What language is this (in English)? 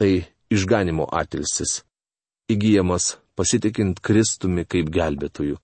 Lithuanian